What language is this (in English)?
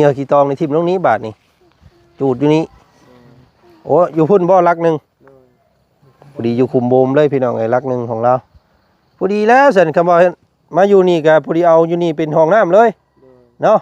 Lao